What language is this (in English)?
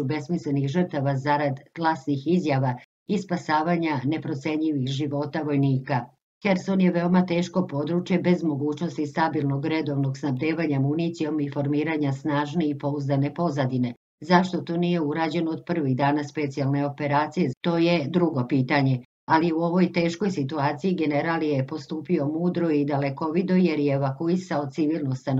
Serbian